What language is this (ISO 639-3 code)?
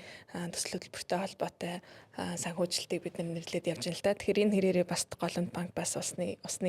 mon